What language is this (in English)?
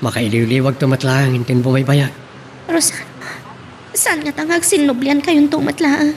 Iloko